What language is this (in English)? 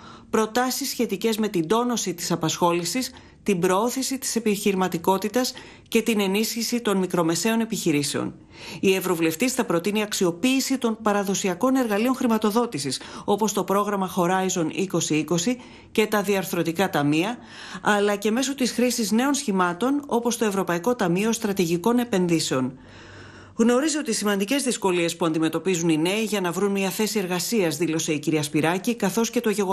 Greek